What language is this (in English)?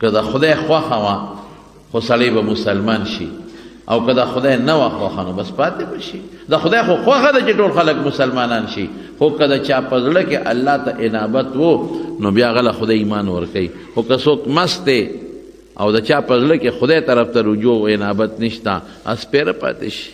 Pashto